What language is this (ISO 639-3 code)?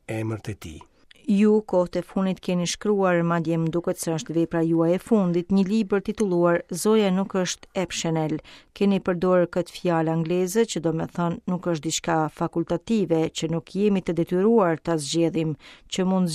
sqi